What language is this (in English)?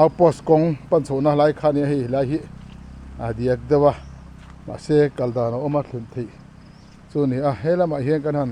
Mizo